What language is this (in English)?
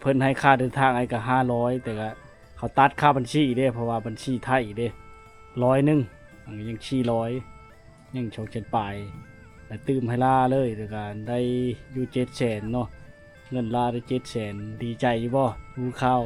Lao